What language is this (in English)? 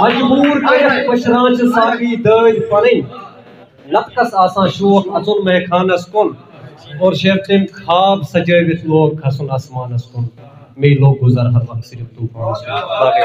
Kashmiri